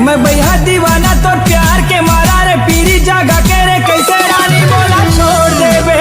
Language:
Chhattisgarhi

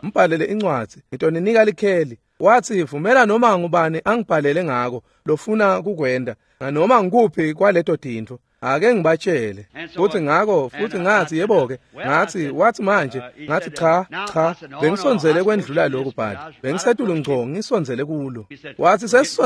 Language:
Swati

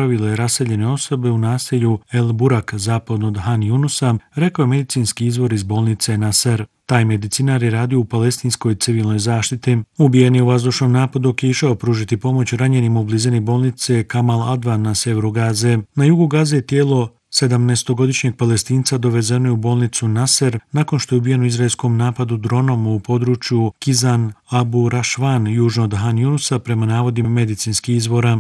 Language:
Bosnian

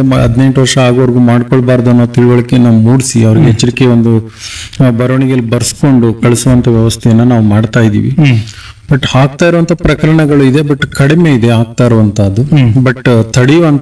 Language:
Kannada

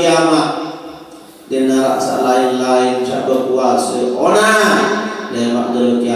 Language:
Sasak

